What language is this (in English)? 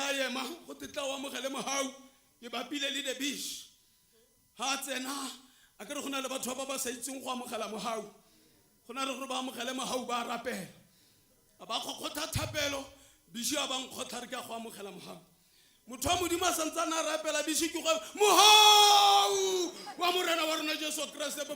Tswana